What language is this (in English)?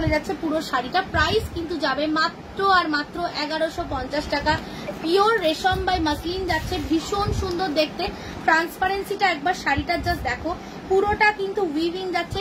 Bangla